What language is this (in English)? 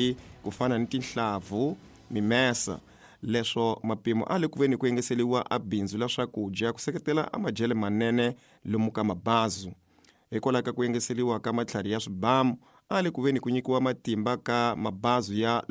Tsonga